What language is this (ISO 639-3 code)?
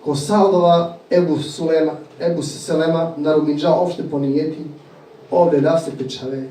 rmn